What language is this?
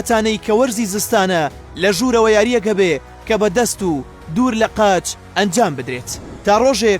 Central Kurdish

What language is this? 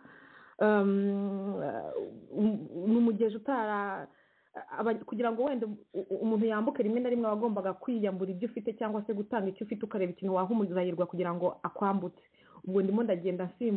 Kinyarwanda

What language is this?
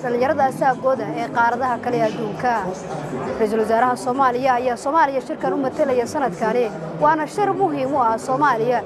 Somali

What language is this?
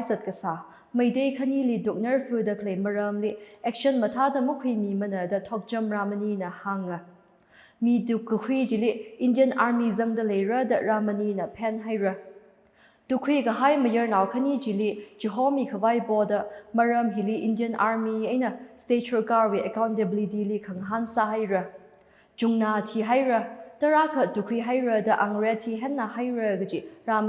Tangkhul Naga (India)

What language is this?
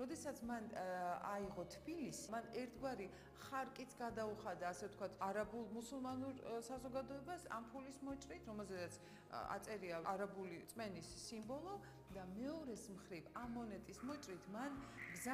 Georgian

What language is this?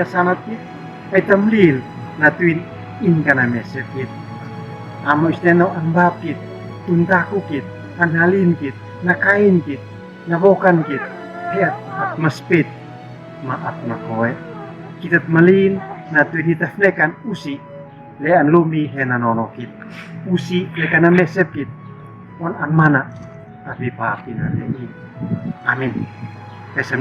Uab Meto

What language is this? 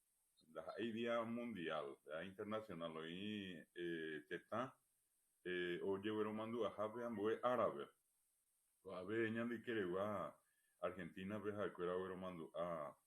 Guarani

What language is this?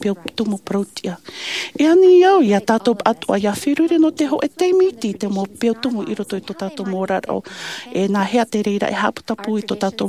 Tahitian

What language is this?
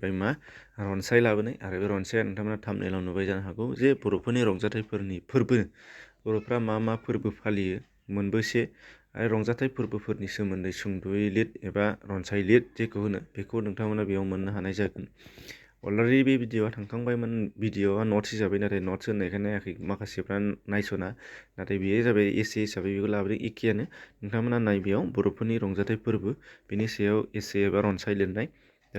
Bodo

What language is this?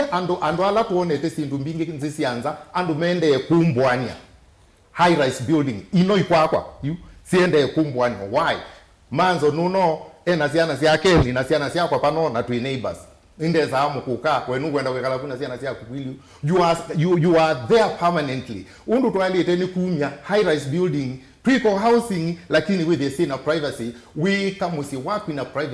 Kamba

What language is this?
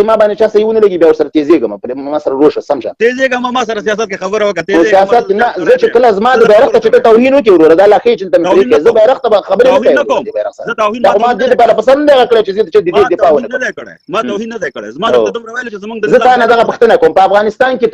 Pashto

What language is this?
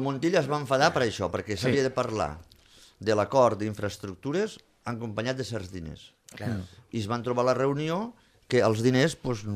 Catalan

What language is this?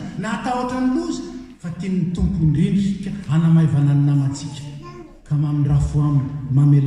Malagasy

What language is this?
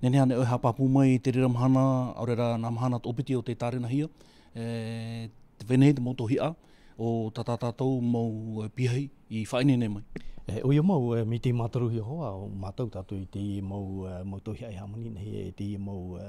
Tahitian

